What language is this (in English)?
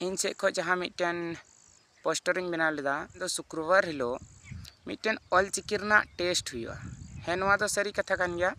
Santali